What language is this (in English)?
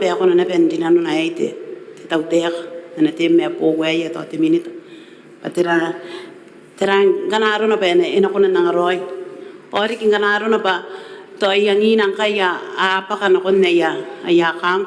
Gilbertese